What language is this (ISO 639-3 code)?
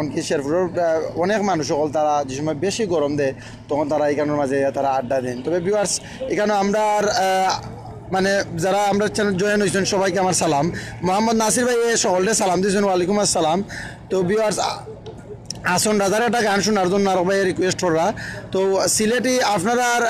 syl